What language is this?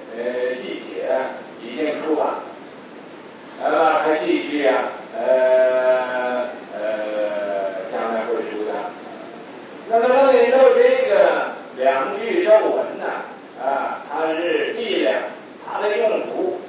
Chinese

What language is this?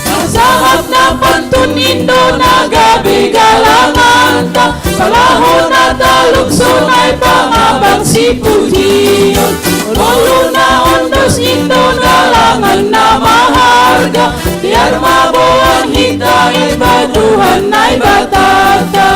Batak Simalungun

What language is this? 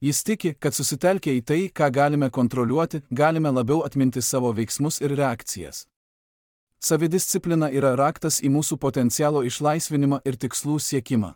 Lithuanian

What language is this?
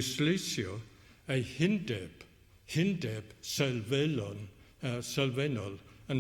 Welsh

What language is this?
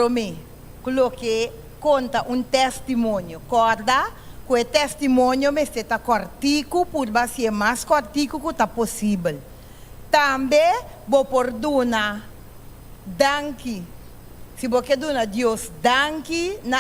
Papiamento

